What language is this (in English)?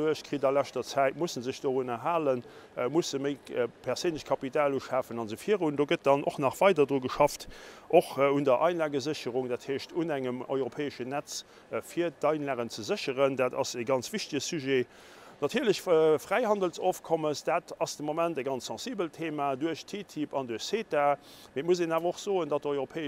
Luxembourgish